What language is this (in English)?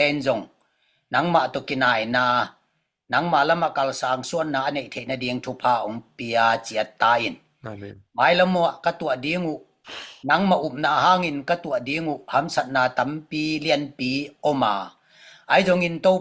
Tedim Chin